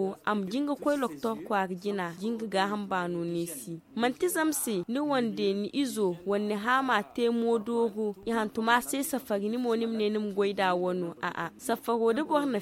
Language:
Zarma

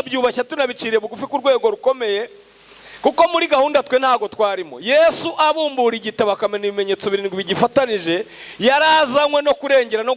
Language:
Kinyarwanda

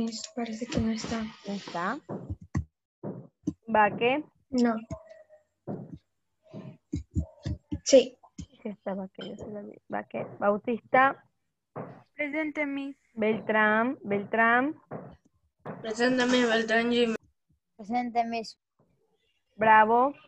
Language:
Spanish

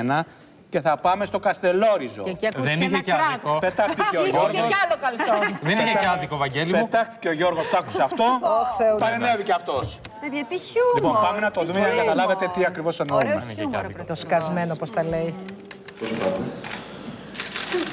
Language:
Greek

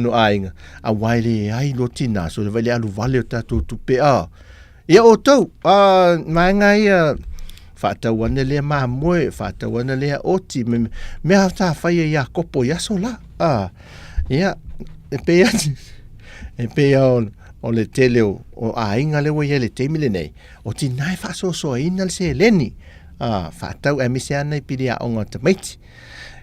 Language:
Samoan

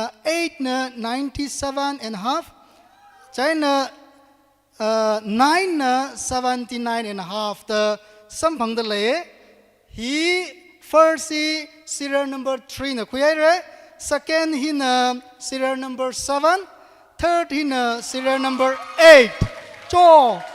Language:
Tangkhul Naga (India)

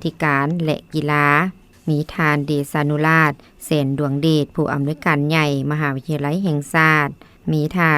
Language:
Lao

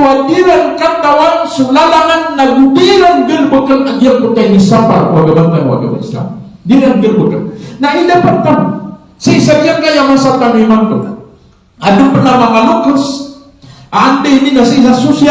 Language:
Maranao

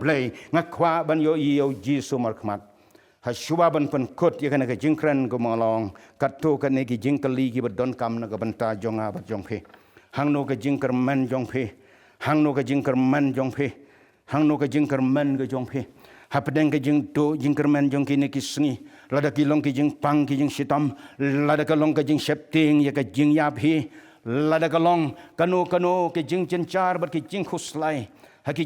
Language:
Khasi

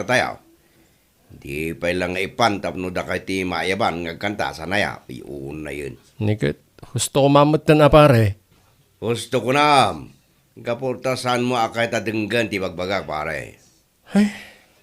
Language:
Iloko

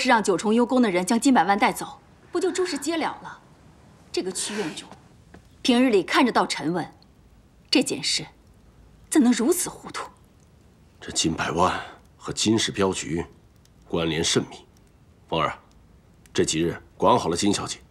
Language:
Chinese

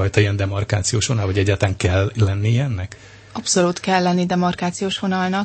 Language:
Hungarian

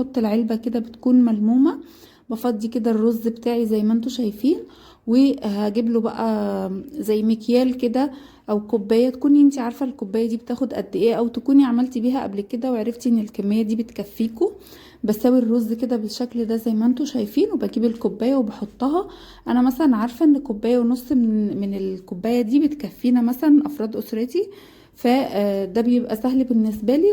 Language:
Egyptian Arabic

